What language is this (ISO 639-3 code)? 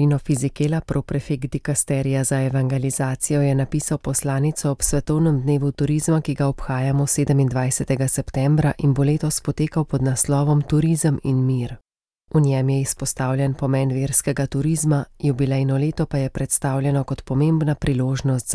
slv